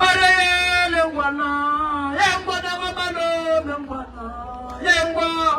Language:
Northern Sotho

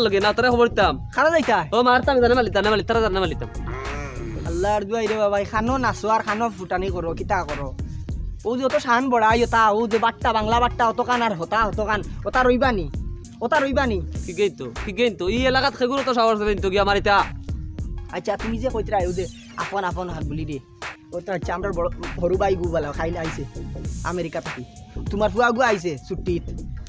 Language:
Sylheti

